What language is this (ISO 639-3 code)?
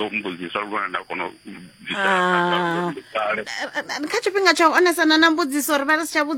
ven